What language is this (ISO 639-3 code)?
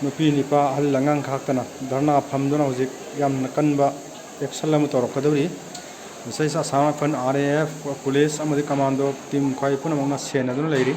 mni